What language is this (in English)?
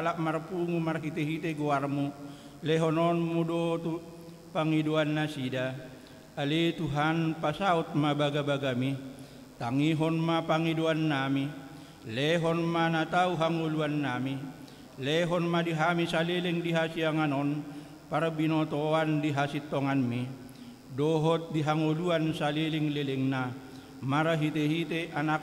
Batak Toba